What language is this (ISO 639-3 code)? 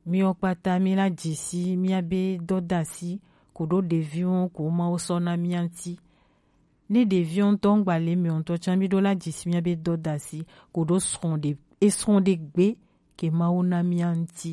gej